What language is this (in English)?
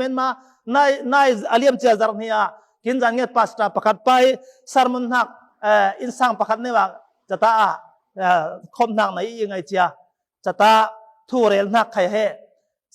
Falam Chin